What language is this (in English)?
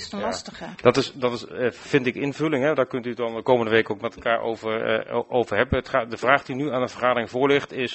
Dutch